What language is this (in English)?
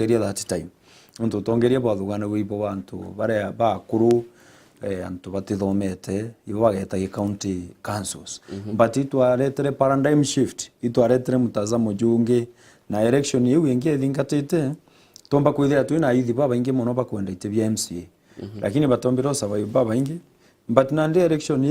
Meru